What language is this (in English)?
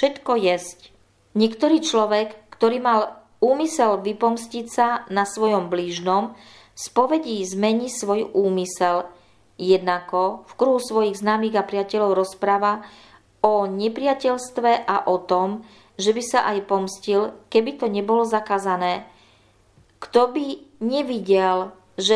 Slovak